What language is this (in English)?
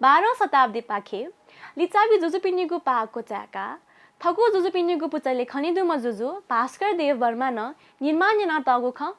Newari